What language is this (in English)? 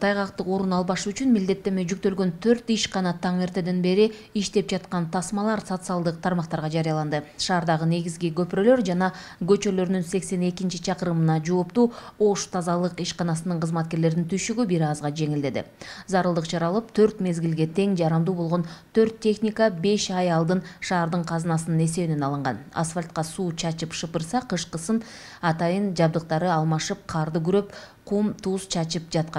Kyrgyz